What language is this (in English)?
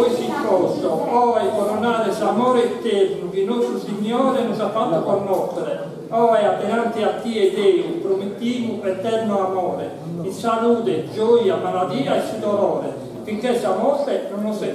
Sardinian